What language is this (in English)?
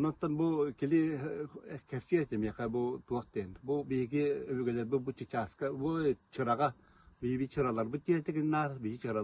Yakut